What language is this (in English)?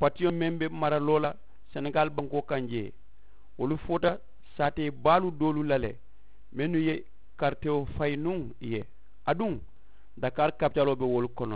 Mandingo